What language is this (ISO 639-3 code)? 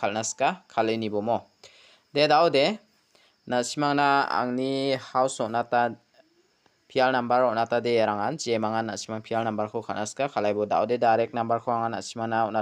grt